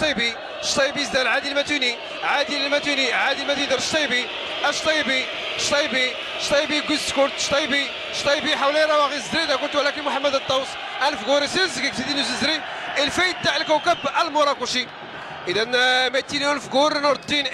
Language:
Moroccan Arabic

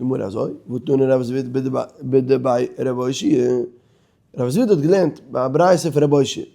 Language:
Yiddish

